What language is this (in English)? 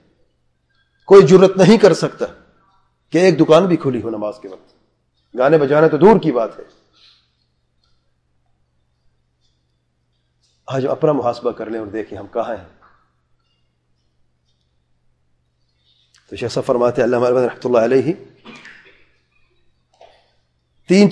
Urdu